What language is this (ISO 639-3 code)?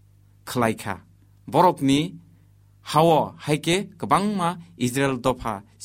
trp